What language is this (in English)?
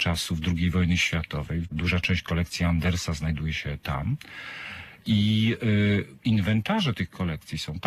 Polish